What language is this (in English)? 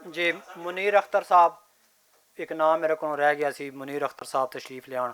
Western Panjabi